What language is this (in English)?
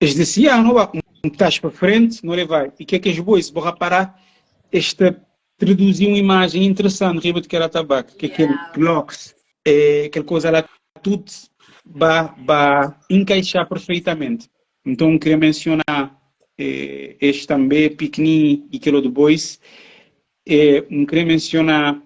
Kabuverdianu